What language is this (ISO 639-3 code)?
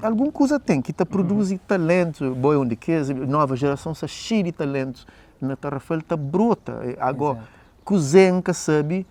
kea